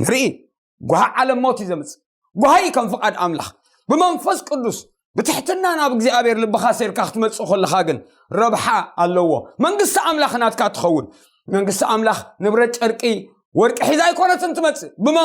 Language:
Tigrinya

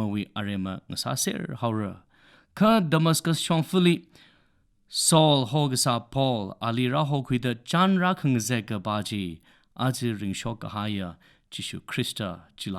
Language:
Tangkhul Naga (India)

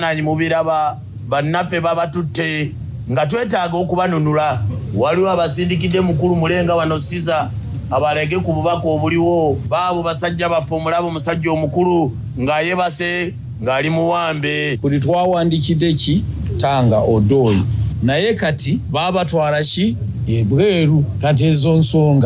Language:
Soga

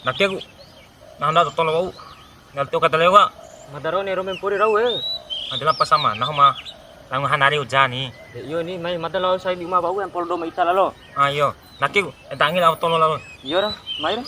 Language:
Bima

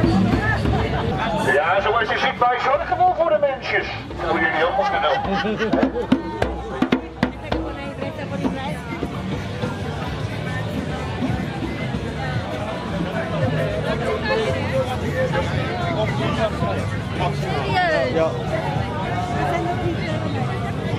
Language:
Dutch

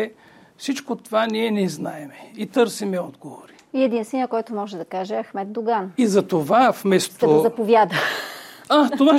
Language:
Bulgarian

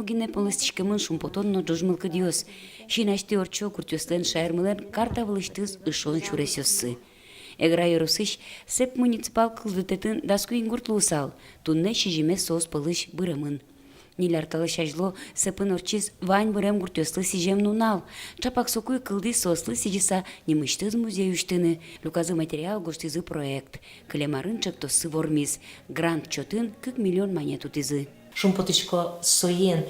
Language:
Udmurt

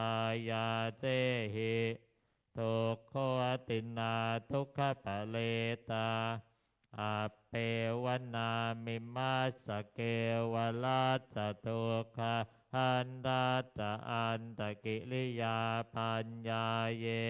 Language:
Pali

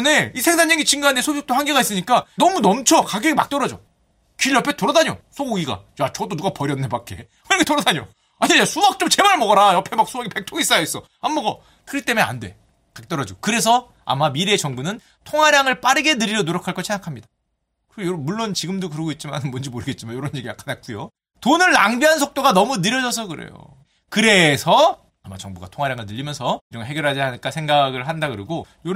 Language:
Korean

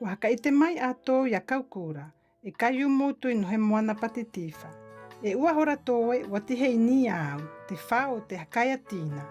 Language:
South Marquesan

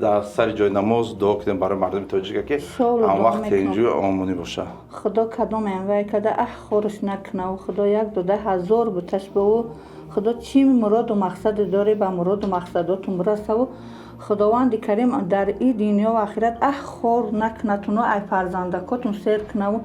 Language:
Tajik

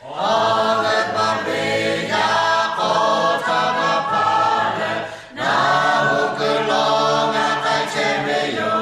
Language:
Lahu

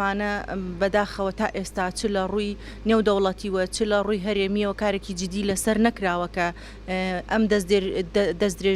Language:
Central Kurdish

